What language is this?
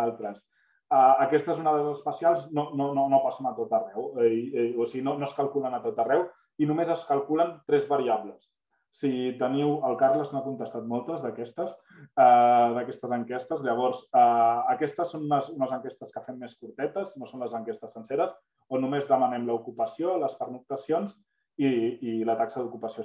Catalan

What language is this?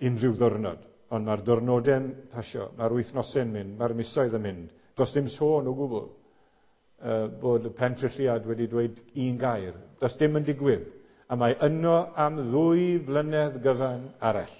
Welsh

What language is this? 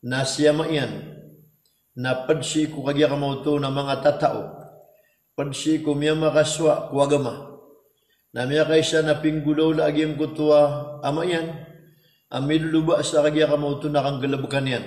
Maranao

